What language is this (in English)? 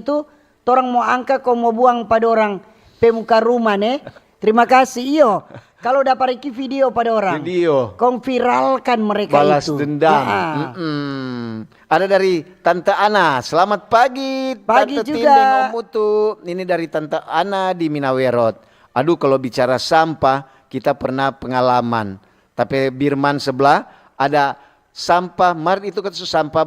Manado Malay